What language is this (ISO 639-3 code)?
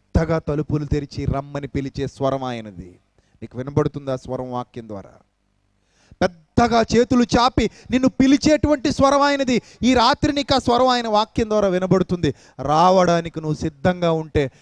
tel